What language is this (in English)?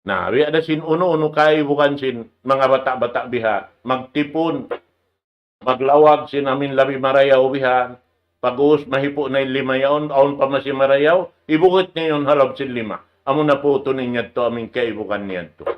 Tausug